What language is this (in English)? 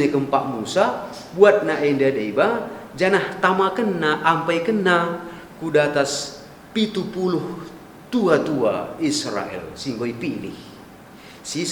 Batak Karo